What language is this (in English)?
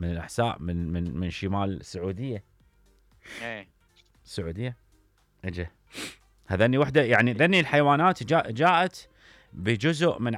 Mesopotamian Arabic